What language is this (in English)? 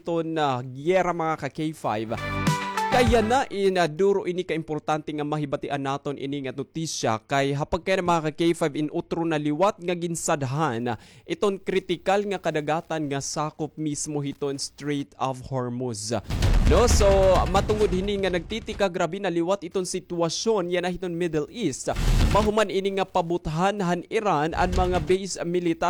Waray